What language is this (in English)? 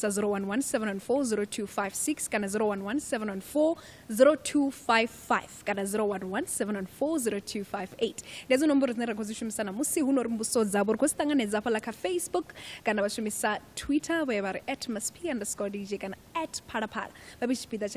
Venda